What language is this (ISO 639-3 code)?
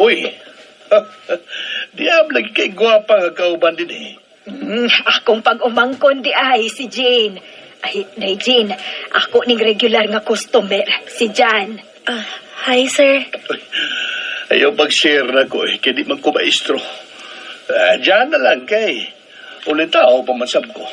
ceb